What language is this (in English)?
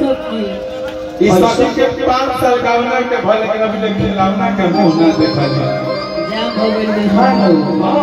Bhojpuri